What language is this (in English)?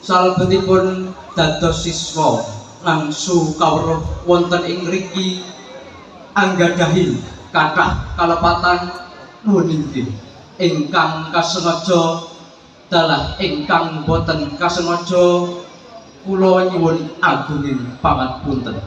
Javanese